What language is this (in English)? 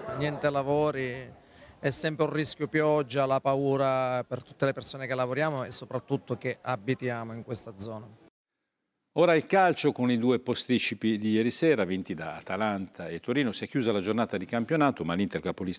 Italian